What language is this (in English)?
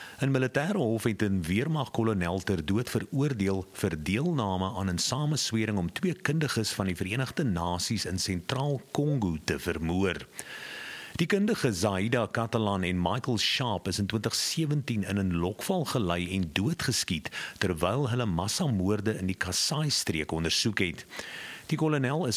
Afrikaans